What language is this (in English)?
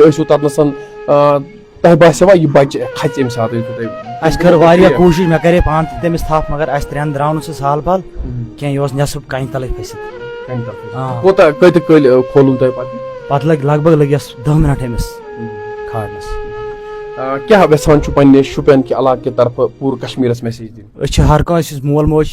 Kashmiri